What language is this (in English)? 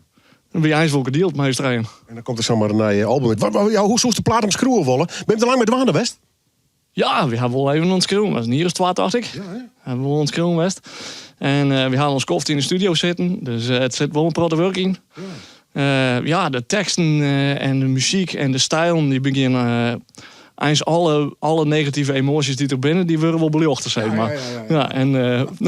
Western Frisian